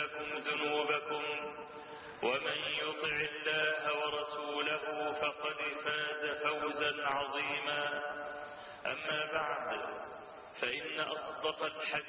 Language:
Arabic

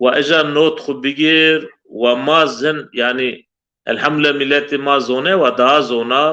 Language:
Zaza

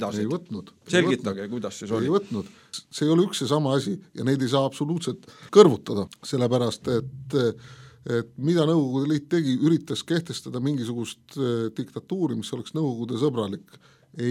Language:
Estonian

